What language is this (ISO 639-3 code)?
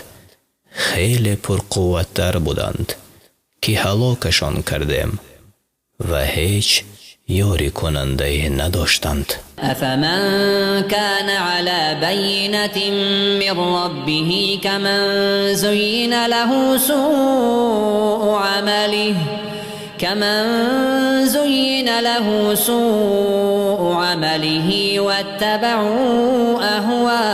fas